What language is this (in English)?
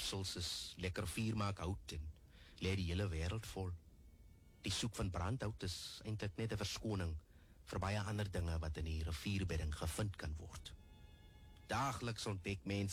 Afrikaans